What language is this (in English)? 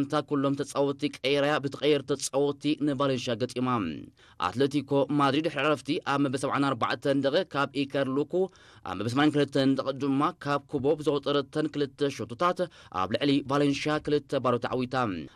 Tigrinya